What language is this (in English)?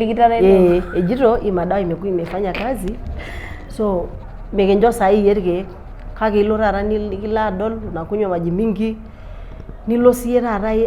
Masai